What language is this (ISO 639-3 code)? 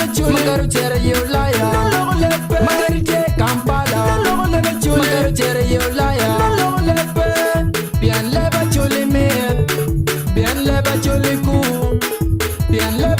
ach